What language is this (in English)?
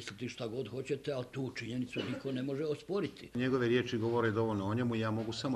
Croatian